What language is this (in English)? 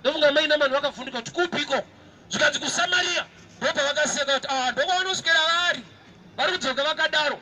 Shona